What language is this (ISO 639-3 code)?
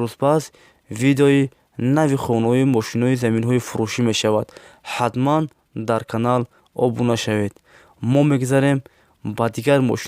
tgk